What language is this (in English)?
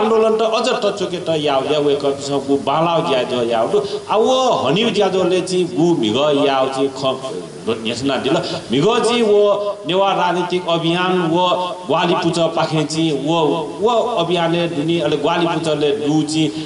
Newari